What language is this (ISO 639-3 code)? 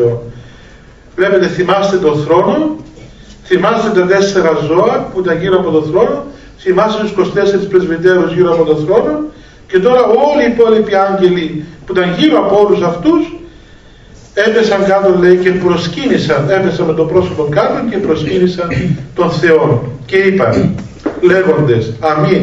ell